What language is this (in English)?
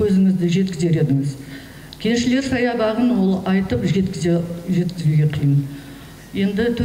Kazakh